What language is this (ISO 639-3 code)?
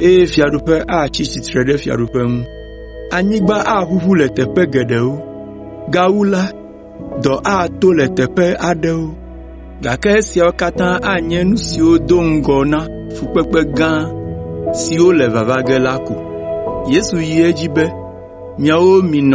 ewe